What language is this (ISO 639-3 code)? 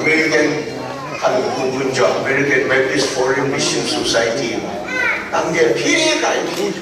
kac